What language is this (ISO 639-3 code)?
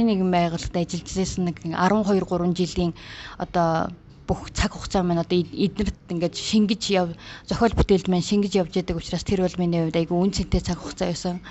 mon